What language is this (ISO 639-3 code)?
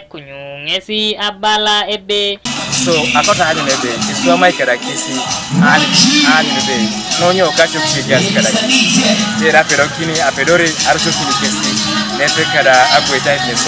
teo